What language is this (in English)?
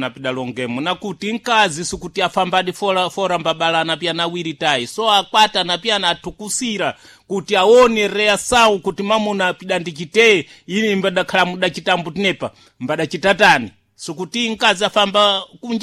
Sena